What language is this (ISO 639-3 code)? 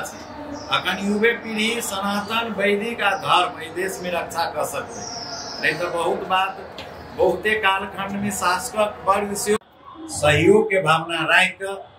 mai